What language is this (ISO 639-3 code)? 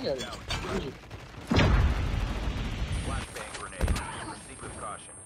fas